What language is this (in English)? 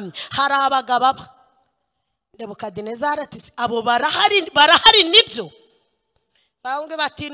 Kinyarwanda